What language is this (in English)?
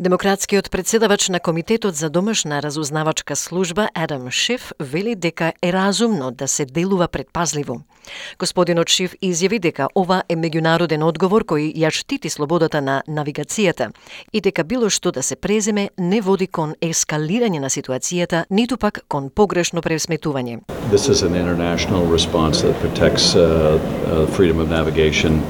Macedonian